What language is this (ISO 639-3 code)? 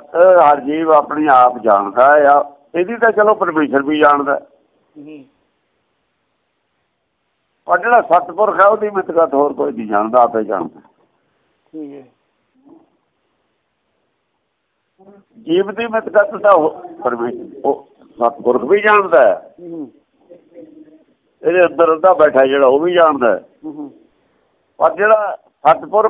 pan